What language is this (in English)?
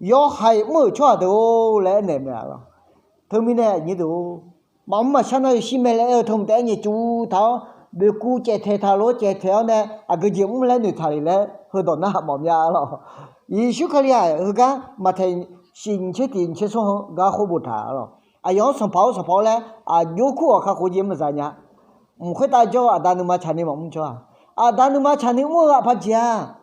Akha